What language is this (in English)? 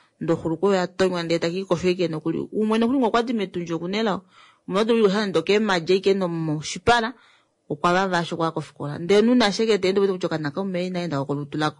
Kuanyama